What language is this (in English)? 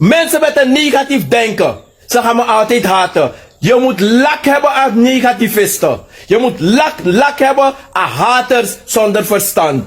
Sranan Tongo